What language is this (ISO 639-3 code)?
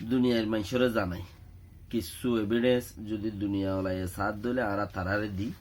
rhg